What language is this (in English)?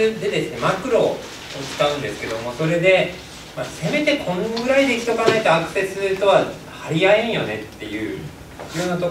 Japanese